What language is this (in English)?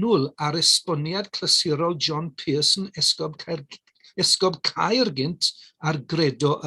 Welsh